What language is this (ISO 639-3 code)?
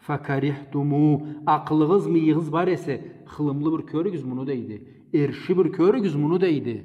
krc